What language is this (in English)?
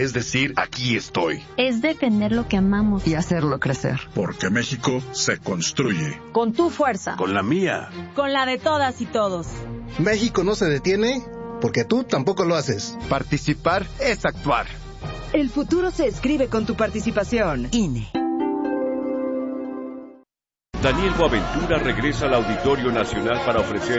Spanish